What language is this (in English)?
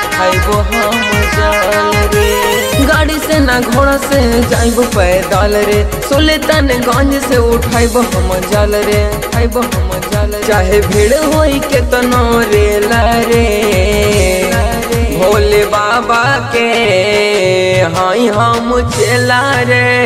Bhojpuri